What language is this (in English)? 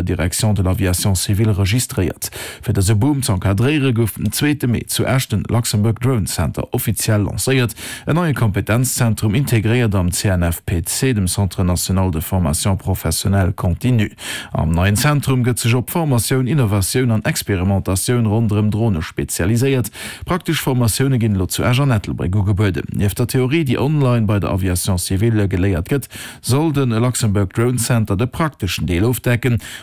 Luxembourgish